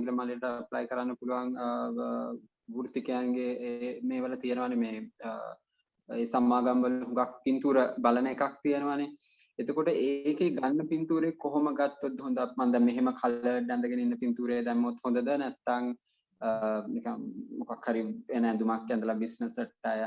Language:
Sinhala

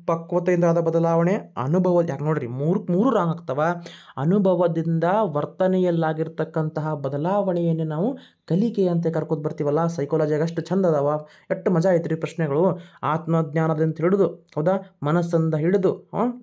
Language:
Kannada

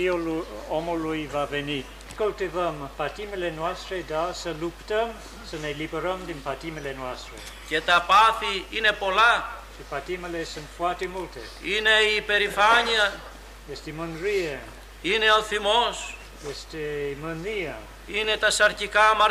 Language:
Romanian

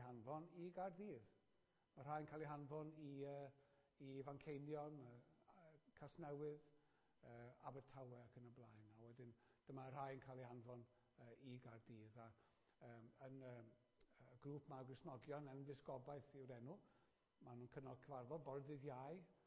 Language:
Welsh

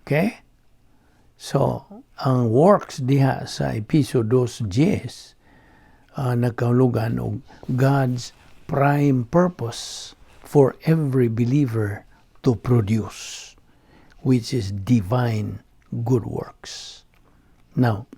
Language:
Cebuano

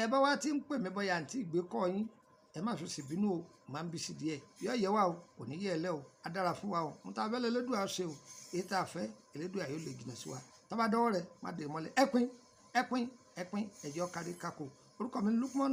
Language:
Yoruba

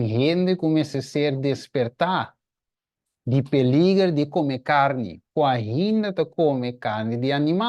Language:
Papiamento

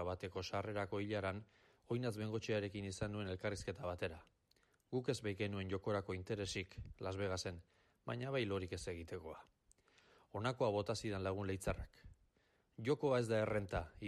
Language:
Basque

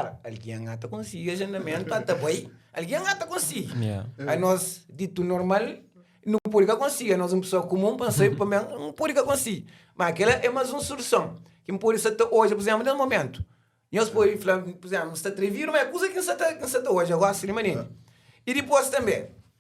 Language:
Kabuverdianu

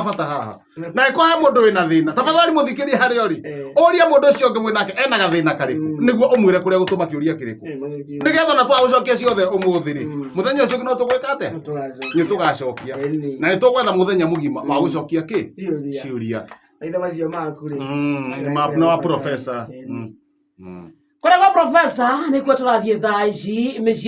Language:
Kikuyu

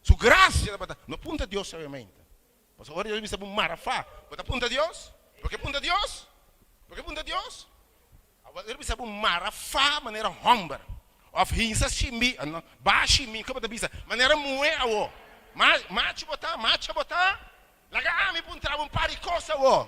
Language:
Papiamento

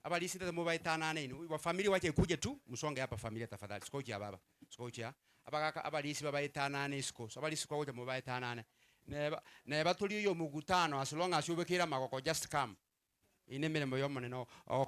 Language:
Gusii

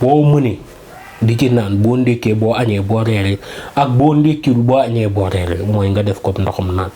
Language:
Wolof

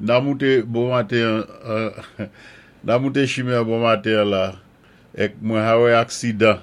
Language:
Saint Lucian Creole French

